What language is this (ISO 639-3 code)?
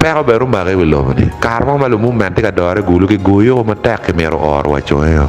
ach